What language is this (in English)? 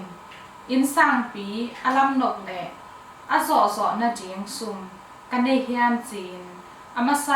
Tedim Chin